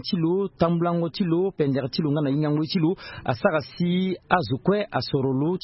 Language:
Sango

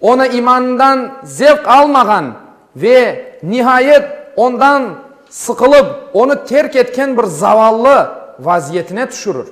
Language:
Crimean Tatar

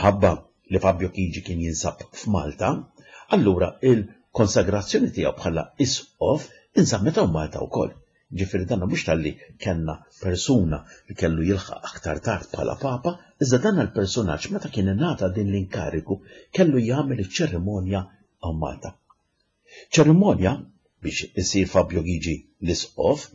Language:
Maltese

